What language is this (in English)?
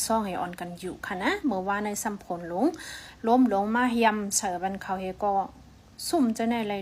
Shan